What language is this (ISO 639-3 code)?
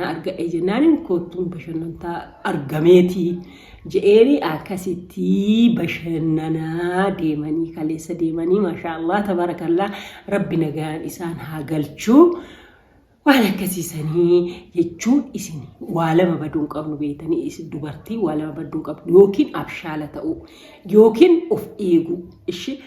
orm